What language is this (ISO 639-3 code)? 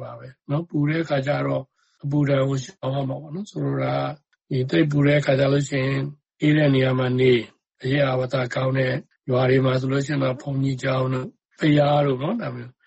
mya